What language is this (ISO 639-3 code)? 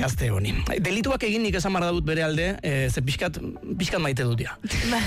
eus